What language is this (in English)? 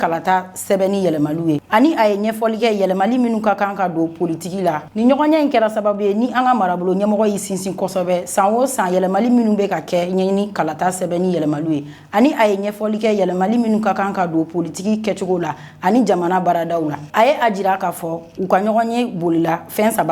Bambara